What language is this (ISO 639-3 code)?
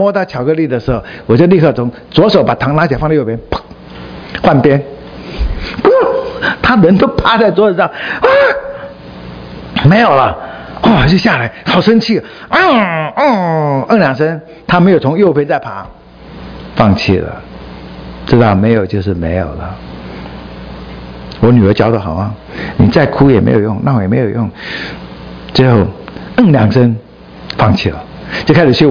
zho